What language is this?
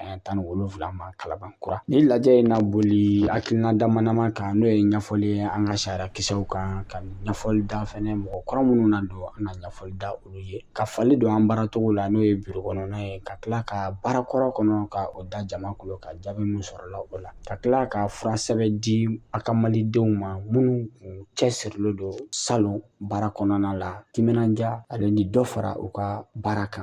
Bambara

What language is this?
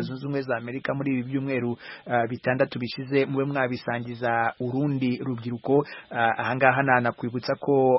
Kinyarwanda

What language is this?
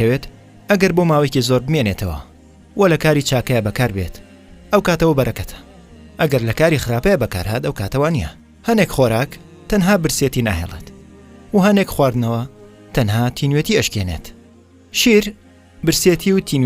Central Kurdish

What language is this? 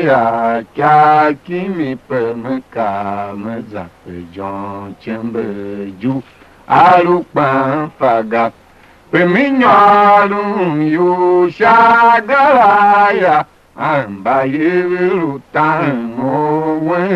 Tiv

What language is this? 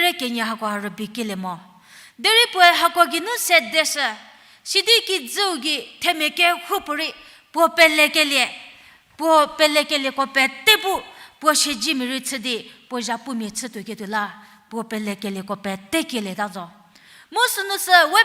Angami Naga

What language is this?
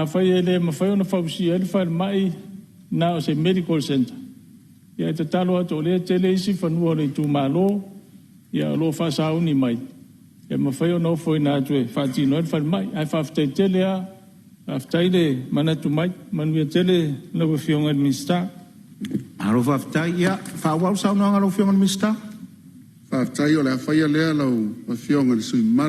Samoan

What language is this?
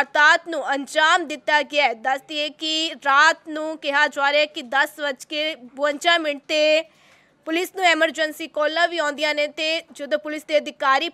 Punjabi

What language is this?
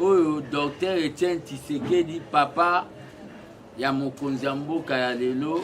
Lingala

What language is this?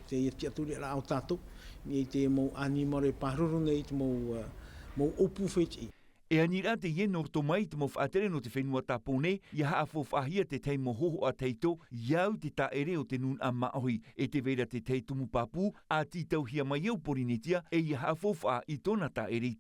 Tahitian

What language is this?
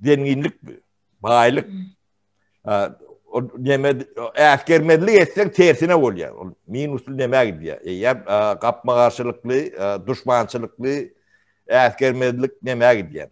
Turkmen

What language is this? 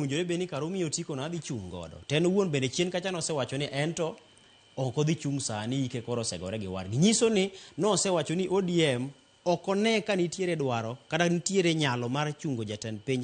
Luo (Kenya and Tanzania)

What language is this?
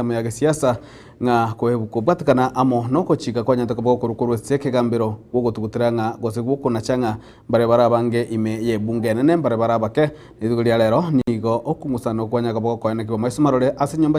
Gusii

